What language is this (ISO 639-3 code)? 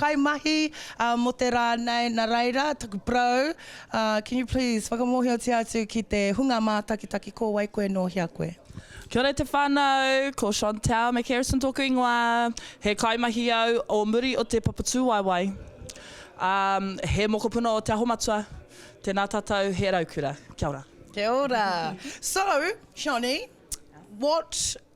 mri